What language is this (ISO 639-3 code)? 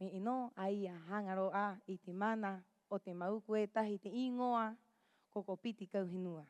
rap